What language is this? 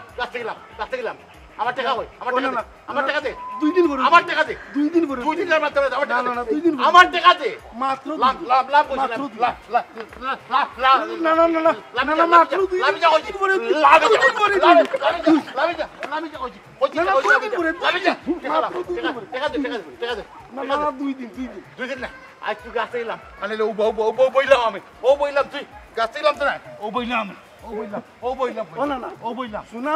Sylheti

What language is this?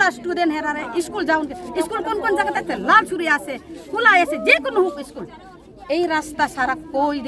Kok Borok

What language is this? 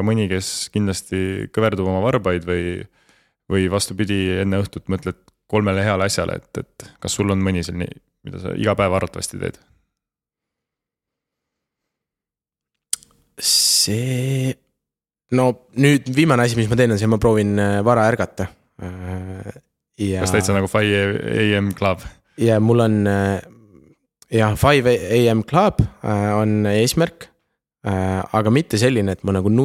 Estonian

